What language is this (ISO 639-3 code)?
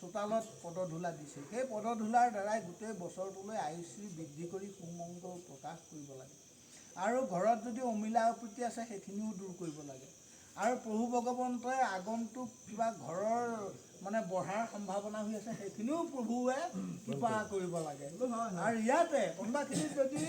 asm